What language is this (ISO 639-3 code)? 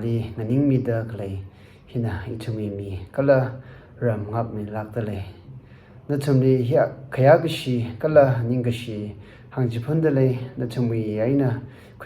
nmf